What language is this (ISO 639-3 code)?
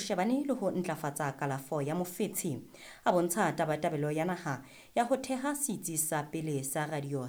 sot